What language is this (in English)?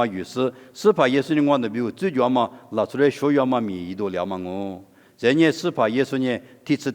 Lisu